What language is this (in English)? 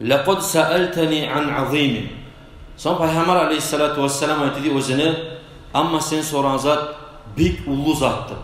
Kumyk